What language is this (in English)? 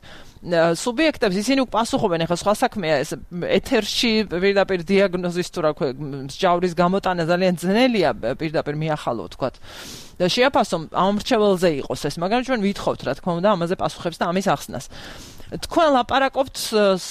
Georgian